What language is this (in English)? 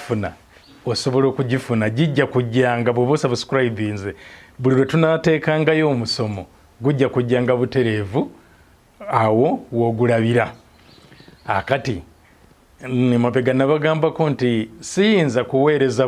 Ganda